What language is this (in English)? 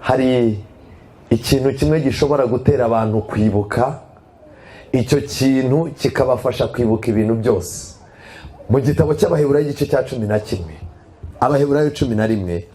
Kinyarwanda